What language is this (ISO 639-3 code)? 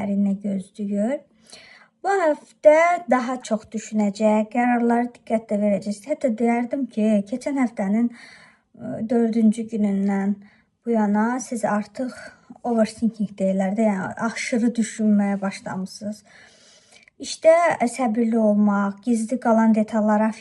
aze